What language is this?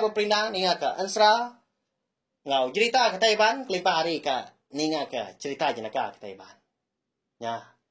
Iban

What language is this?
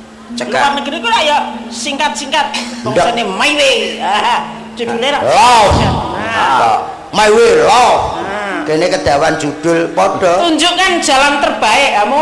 Javanese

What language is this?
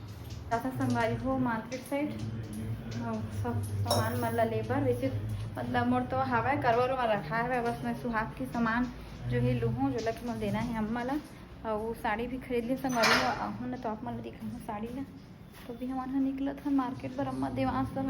Chhattisgarhi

